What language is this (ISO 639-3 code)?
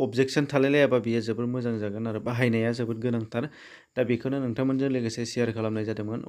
brx